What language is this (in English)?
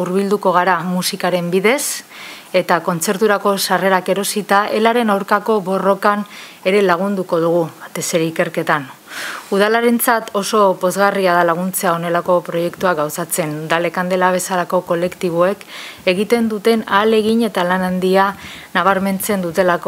Basque